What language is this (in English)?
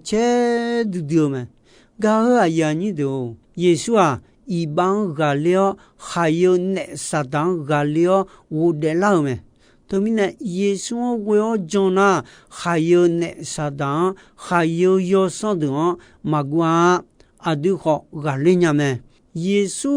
Akha